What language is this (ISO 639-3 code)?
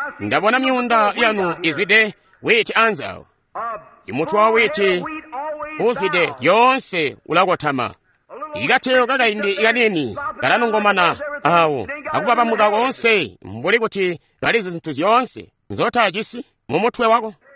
toi